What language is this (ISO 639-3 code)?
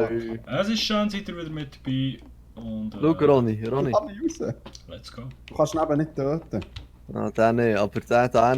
gsw